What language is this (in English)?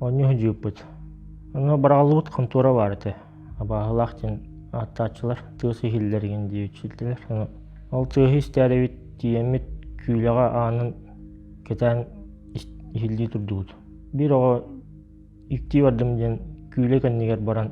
Yakut